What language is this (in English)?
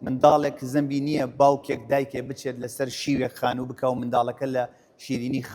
Central Kurdish